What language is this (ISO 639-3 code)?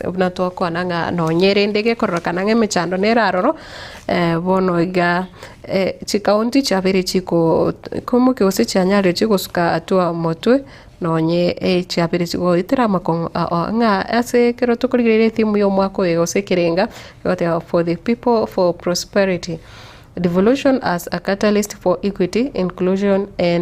guz